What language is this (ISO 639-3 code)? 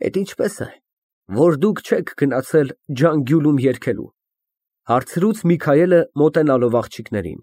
hye